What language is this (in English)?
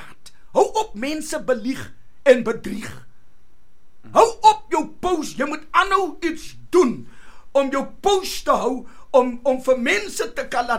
Afrikaans